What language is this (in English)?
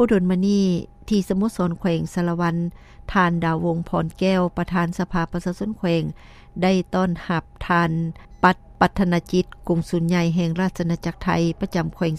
Lao